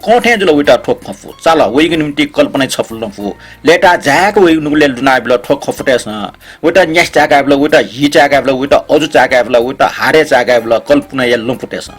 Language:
Newari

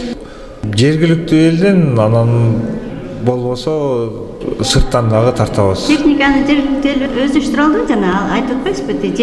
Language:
Kyrgyz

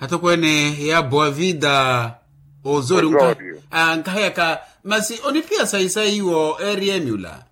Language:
Makhuwa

